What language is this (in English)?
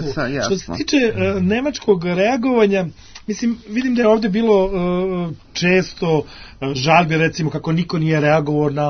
Serbian